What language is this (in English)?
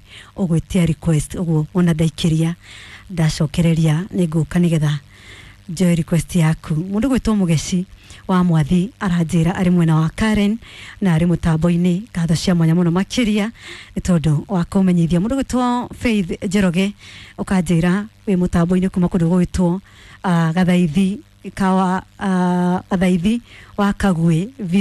Kikuyu